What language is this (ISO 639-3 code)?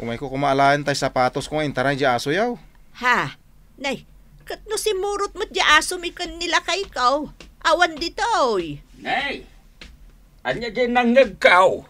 ilo